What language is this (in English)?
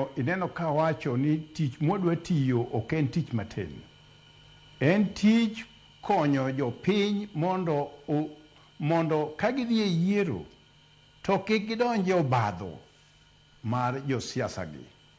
Luo (Kenya and Tanzania)